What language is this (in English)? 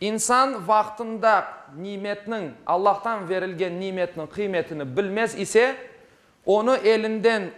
Crimean Tatar